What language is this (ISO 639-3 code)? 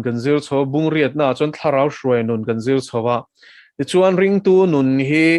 lus